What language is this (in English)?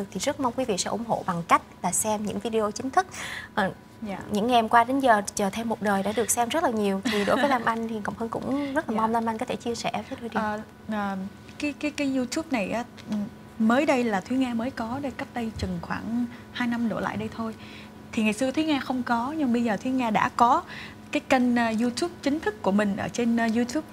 Vietnamese